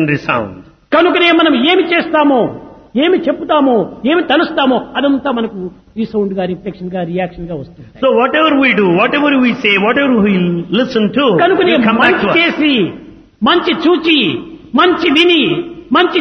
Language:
Telugu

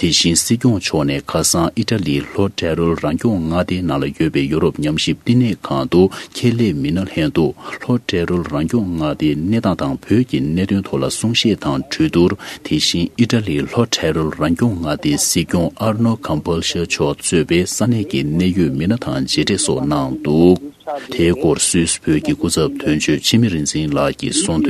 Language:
Tibetan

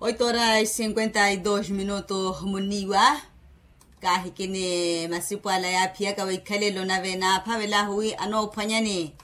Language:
Makhuwa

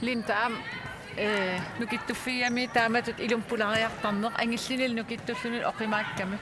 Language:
Kalaallisut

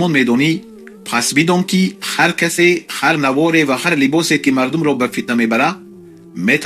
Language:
Tajik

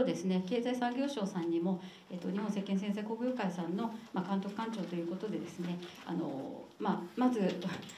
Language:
Japanese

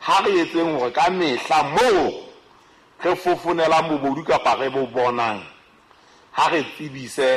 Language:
Southern Sotho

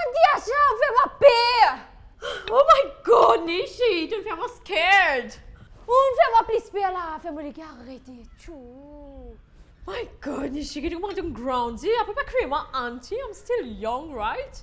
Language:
Morisyen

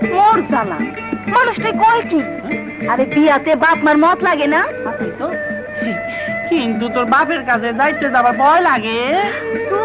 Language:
Bangla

